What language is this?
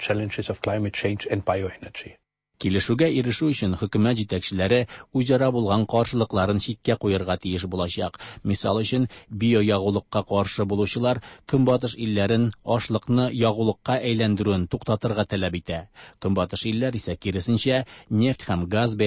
Tatar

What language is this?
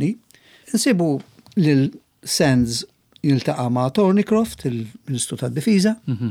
Maltese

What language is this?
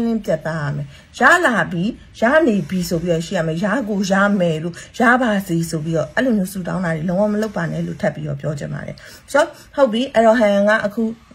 Burmese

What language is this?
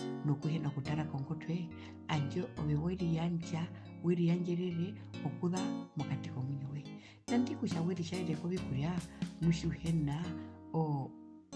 Herero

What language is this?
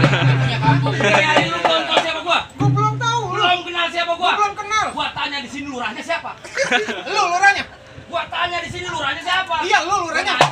Betawi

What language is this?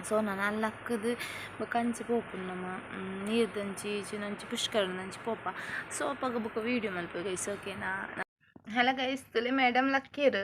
Tulu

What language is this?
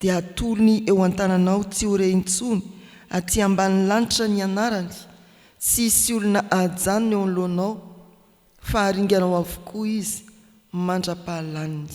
Malagasy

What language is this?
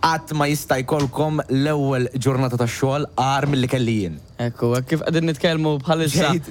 Maltese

